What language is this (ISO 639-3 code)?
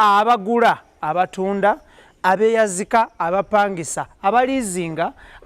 lug